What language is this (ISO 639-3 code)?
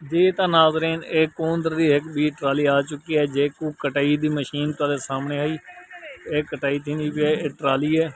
skr